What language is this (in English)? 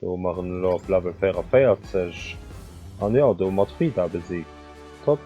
Luxembourgish